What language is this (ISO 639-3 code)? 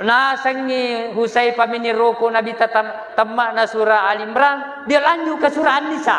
bug